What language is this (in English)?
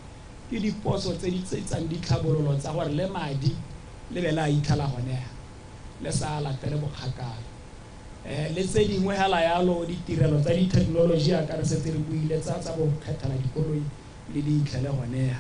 Tswana